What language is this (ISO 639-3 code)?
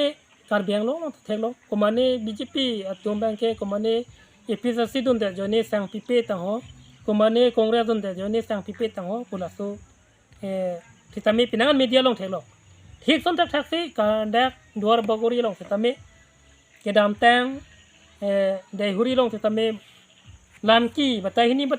mjw